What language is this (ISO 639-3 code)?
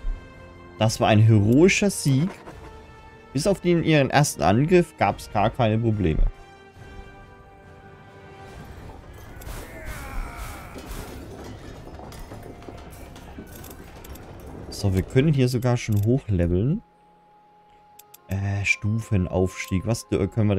deu